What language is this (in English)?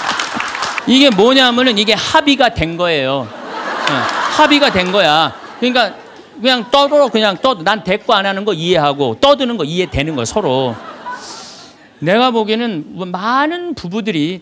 Korean